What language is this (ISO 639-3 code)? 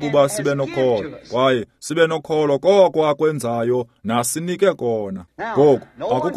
xho